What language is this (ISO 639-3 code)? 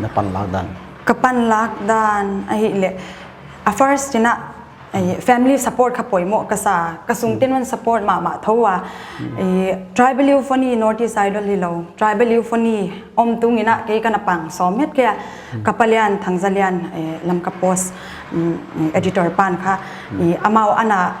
pck